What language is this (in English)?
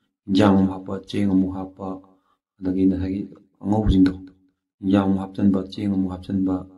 Manipuri